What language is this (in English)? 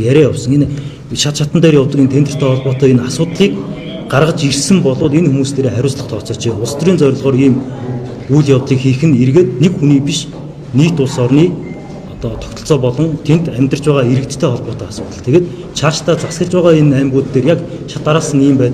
Mongolian